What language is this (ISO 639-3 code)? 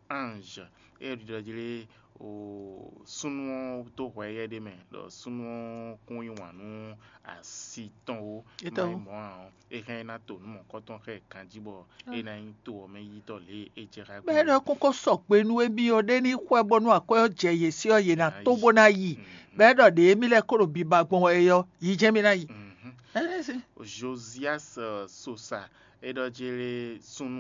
fon